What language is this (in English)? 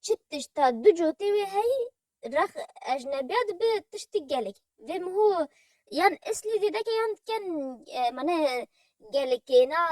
Kurdish